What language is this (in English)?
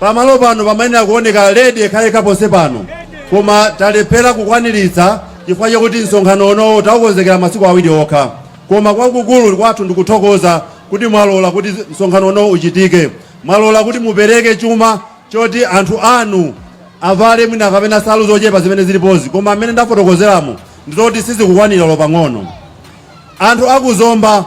Nyanja